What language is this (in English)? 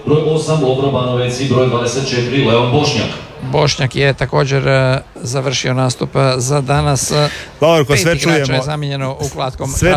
Croatian